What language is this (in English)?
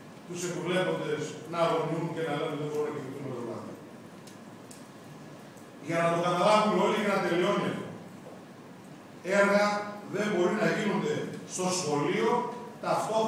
Greek